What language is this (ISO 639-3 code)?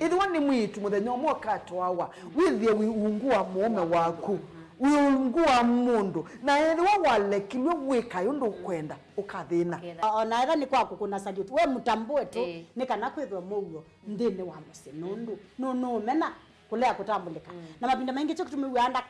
kam